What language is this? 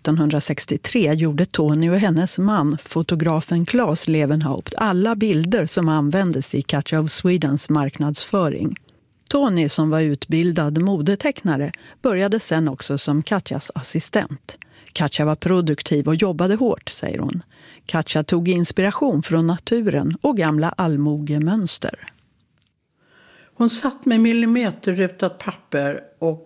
Swedish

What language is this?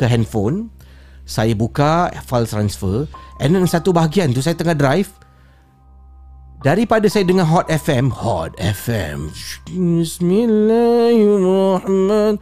Malay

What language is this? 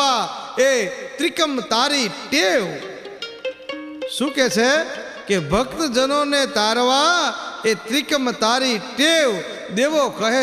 Gujarati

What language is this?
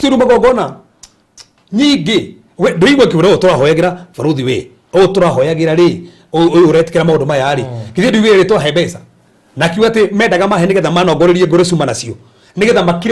Kikuyu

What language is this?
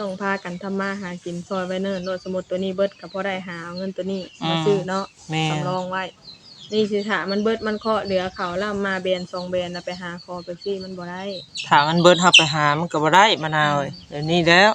Northeastern Thai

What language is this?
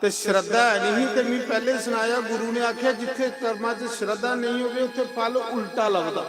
Dogri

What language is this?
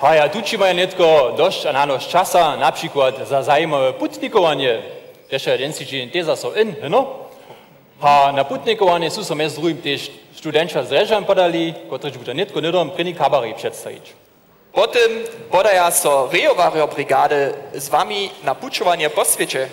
Upper Sorbian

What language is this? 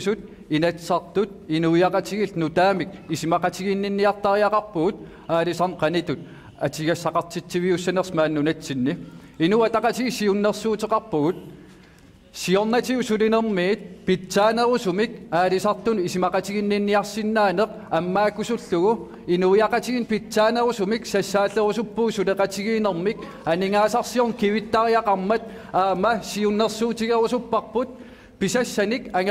Kalaallisut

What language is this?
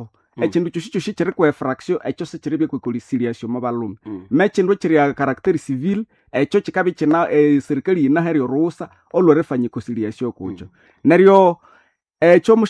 Nande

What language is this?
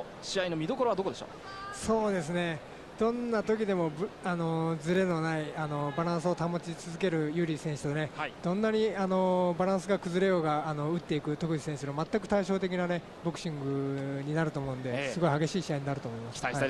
Japanese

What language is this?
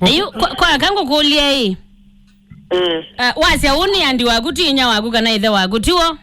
Kamba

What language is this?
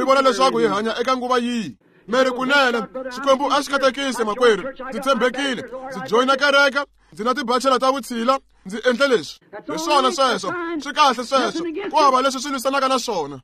Tsonga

